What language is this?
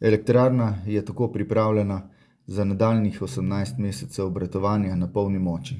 Slovenian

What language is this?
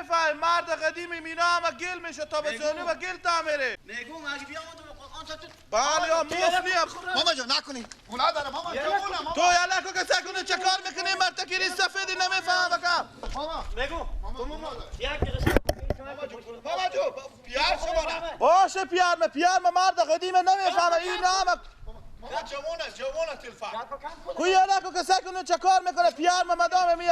Persian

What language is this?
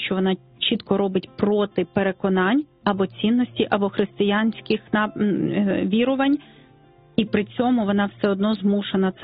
Ukrainian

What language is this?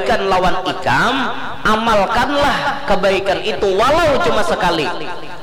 Banjar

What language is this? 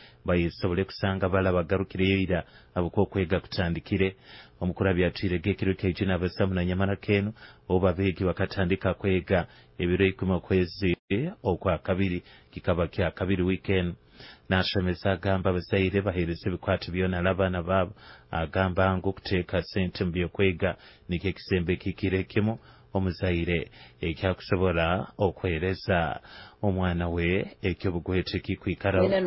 Nyoro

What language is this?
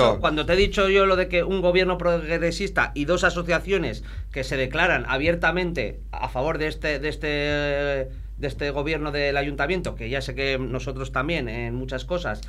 Spanish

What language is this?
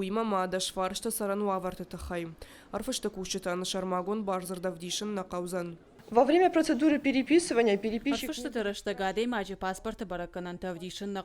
Ossetic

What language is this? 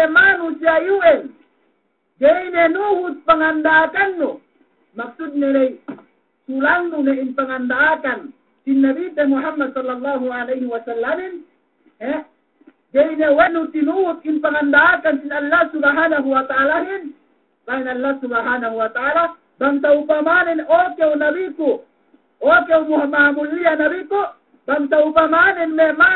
Yakan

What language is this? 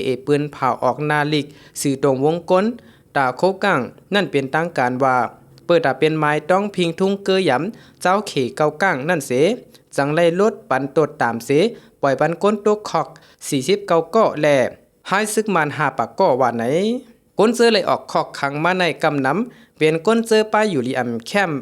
Shan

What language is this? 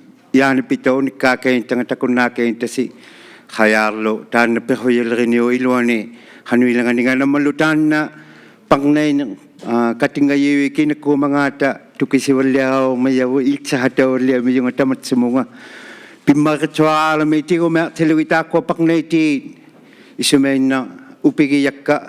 Inuktitut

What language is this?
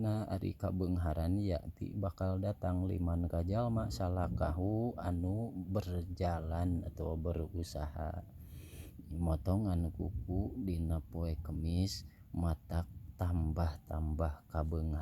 Sundanese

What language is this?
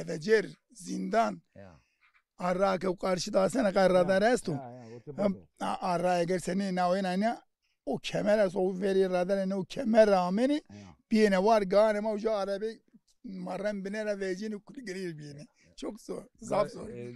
Zaza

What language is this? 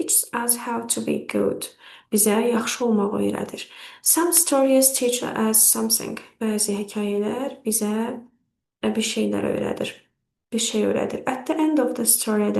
Azerbaijani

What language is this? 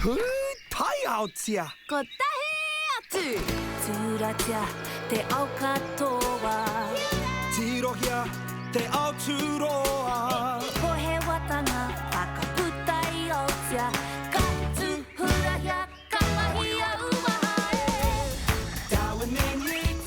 Māori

